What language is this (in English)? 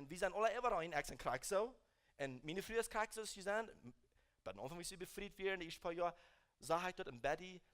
Plautdietsch